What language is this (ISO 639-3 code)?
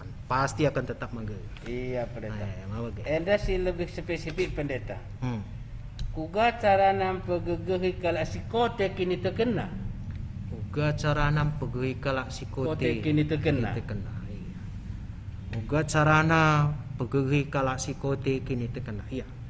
btx